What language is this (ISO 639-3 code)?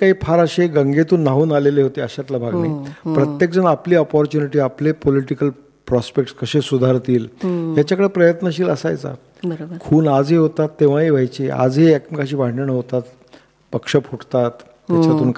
mar